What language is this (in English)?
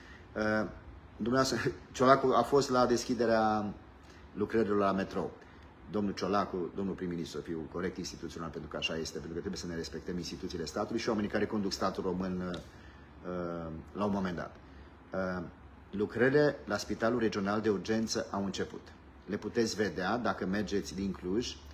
Romanian